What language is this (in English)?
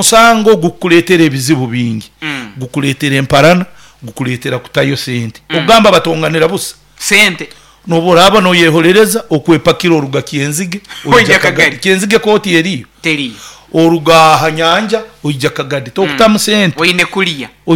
Nyoro